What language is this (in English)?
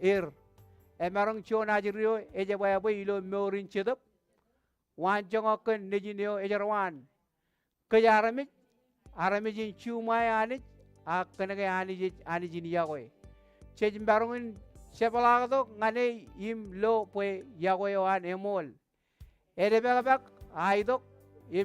Marshallese